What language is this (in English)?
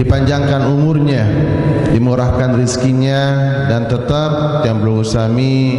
Sasak